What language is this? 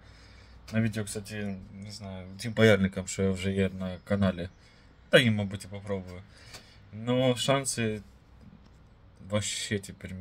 Ukrainian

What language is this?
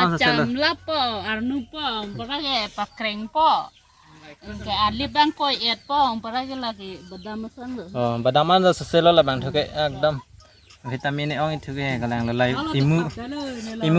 Karbi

